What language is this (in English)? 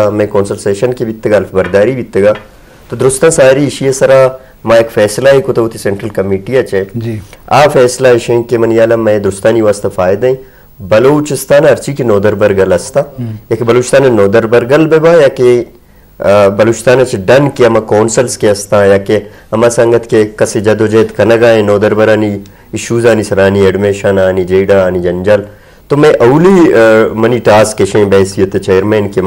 Eastern Balochi